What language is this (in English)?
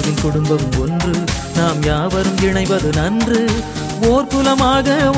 Tamil